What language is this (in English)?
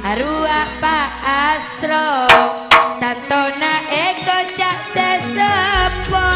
Madurese